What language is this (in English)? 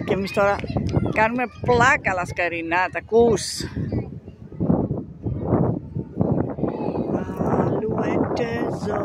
Greek